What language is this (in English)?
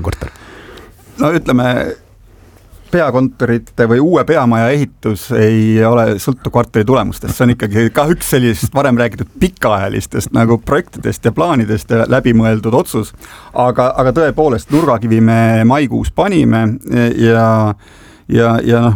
Estonian